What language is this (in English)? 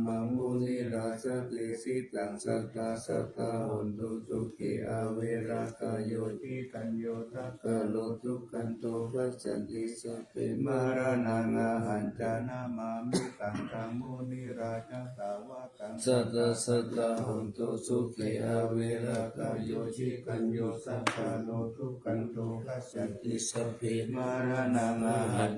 Pali